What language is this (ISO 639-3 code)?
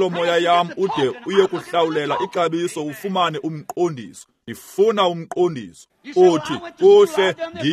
xho